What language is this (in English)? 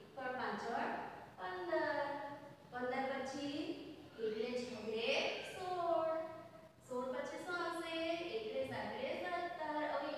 Gujarati